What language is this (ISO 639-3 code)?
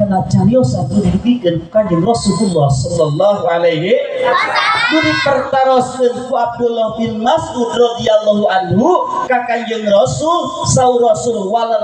sun